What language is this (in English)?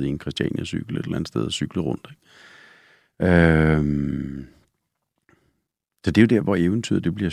Danish